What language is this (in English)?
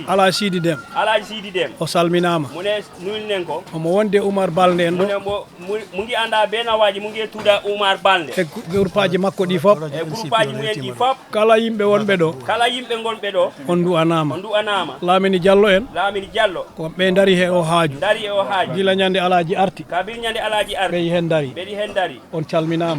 Fula